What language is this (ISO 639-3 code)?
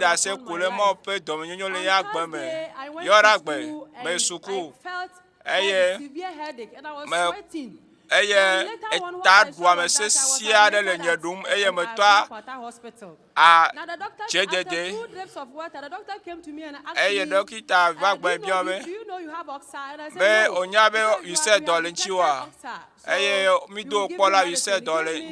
ewe